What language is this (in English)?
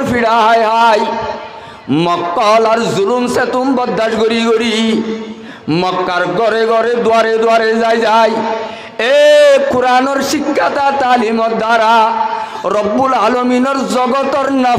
Rohingya